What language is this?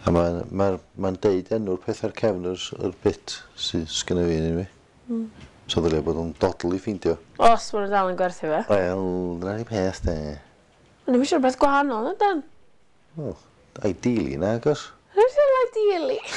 Welsh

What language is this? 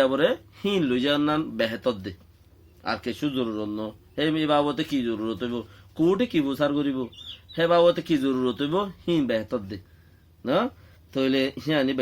Rohingya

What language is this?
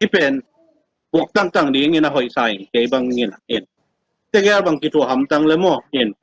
Tedim Chin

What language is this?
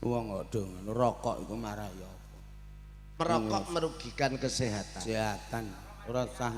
Javanese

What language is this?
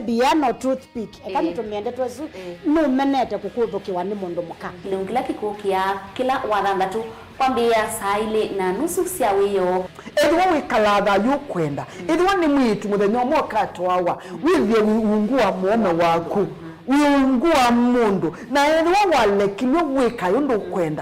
Kamba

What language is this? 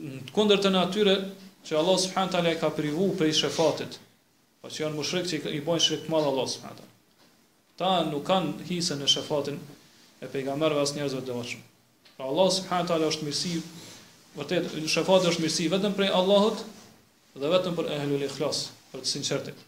Albanian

